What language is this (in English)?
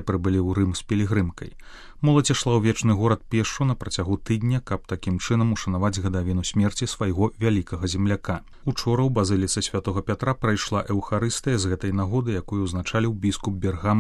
Belarusian